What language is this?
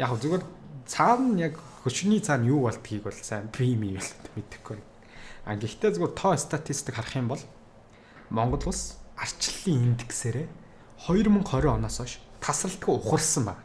Mongolian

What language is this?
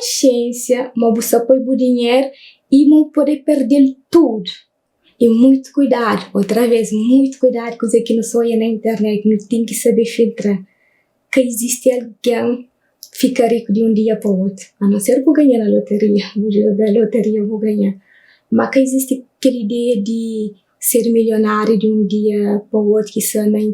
Kabuverdianu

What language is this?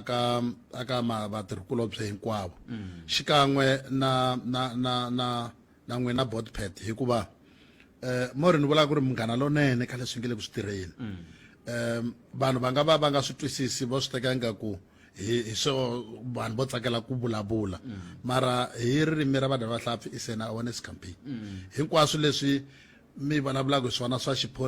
Tsonga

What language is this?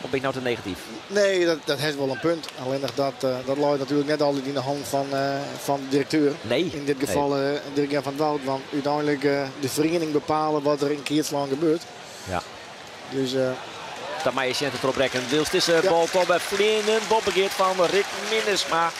Western Frisian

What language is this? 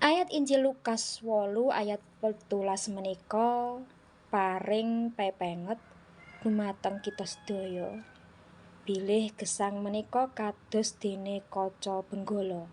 Javanese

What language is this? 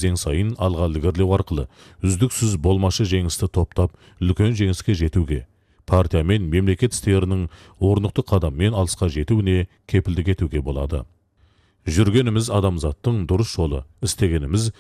Kazakh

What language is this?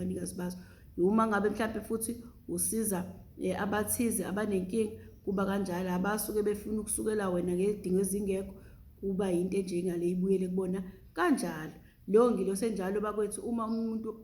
Zulu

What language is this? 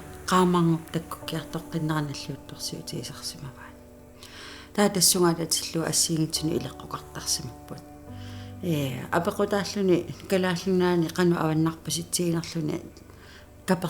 Kalaallisut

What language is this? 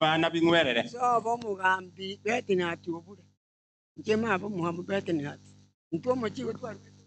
Gusii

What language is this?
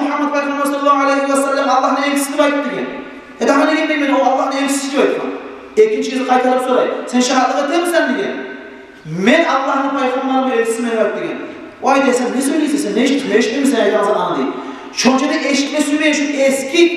Kumyk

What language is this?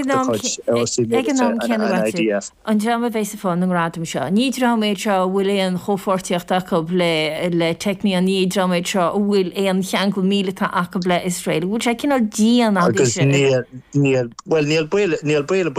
Irish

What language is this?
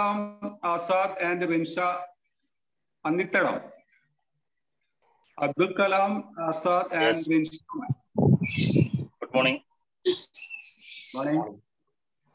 Malayalam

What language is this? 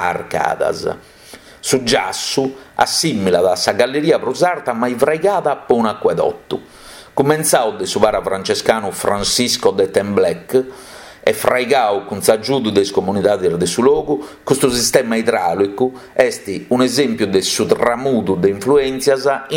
Sardinian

